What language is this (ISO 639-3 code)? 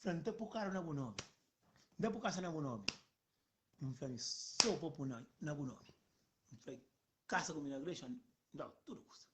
kea